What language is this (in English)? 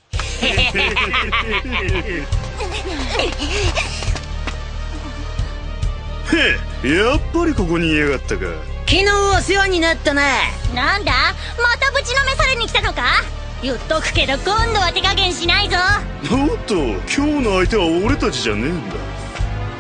Japanese